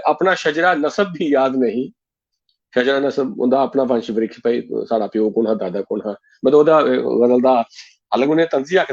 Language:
Dogri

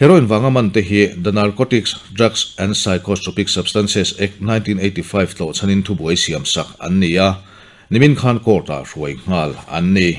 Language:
Mizo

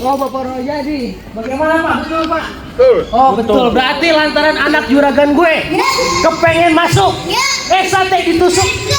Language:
Betawi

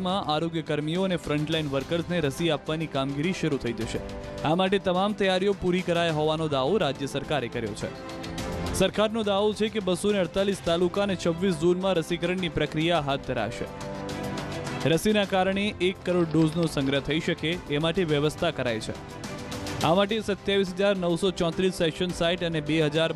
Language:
Gujarati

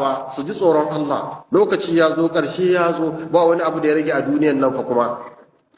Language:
Hausa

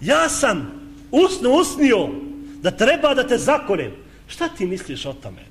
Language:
Bosnian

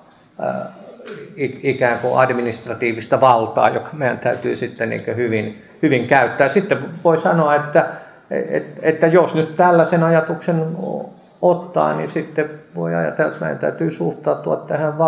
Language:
Finnish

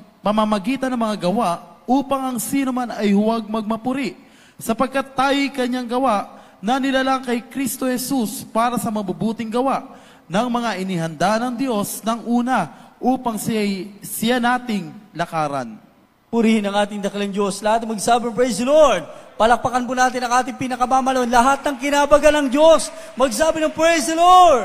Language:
Filipino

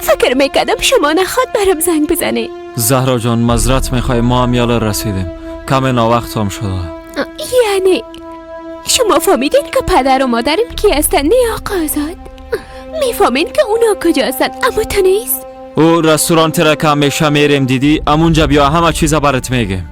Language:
Persian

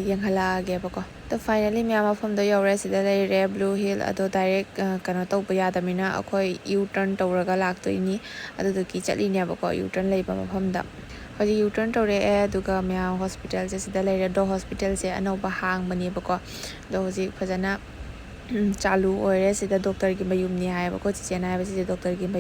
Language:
Manipuri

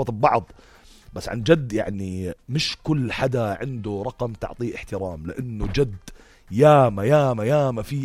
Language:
North Levantine Arabic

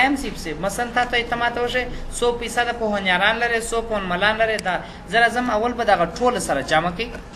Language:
Pashto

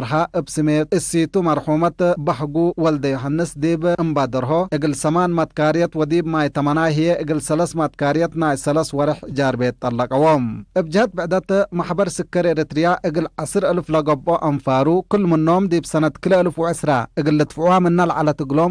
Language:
Tigre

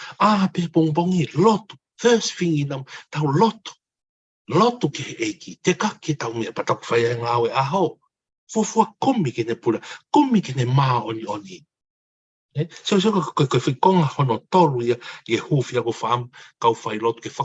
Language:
Tongan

